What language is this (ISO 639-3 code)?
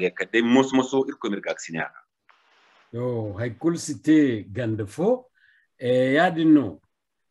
dje